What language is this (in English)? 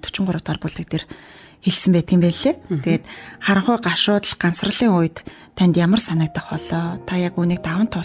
Mongolian